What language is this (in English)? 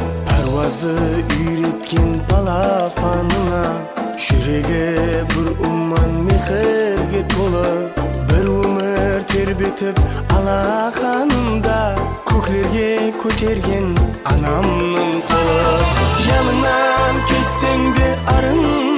Kara-Kalpak